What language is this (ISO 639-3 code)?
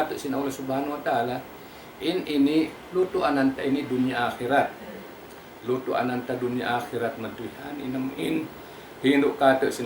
tsg